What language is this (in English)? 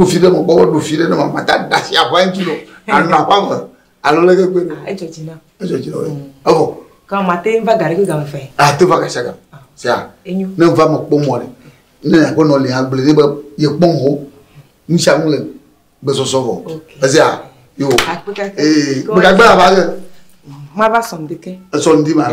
Ewe